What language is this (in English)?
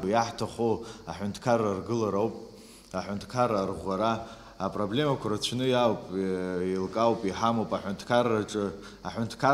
Abkhazian